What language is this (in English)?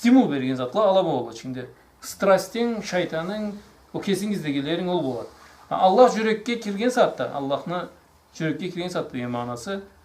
Karachay-Balkar